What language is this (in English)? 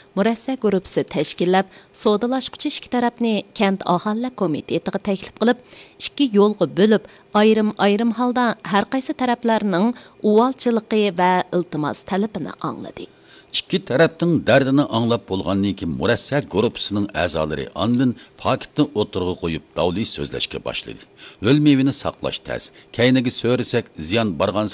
Uyghur